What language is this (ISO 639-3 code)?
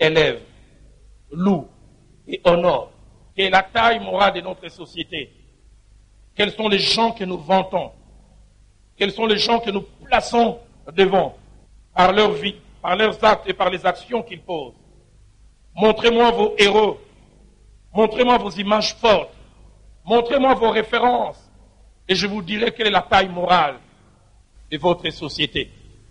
fra